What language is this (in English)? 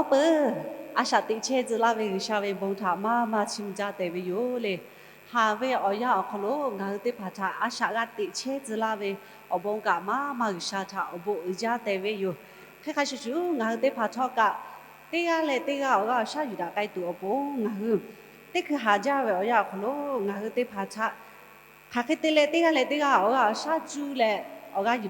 Lahu